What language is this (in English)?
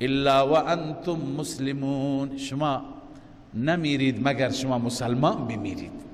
Persian